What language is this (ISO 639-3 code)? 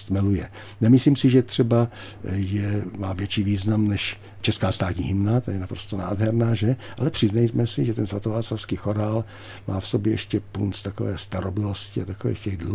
ces